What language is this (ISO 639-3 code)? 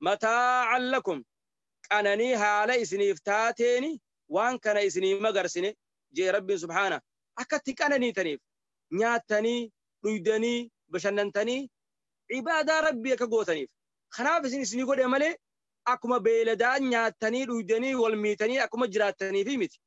orm